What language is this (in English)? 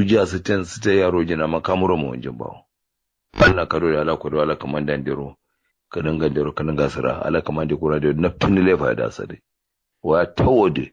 Kanuri